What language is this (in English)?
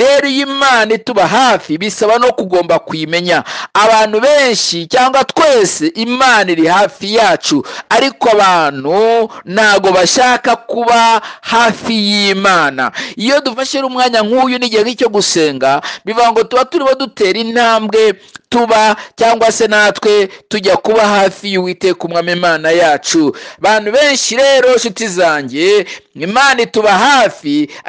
Kinyarwanda